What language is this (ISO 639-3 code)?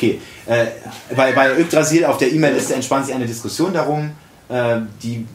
deu